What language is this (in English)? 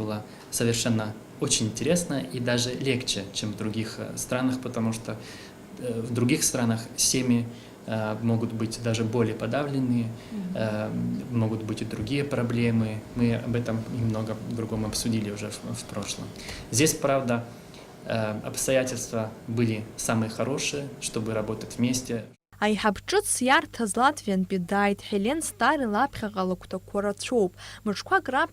Abkhazian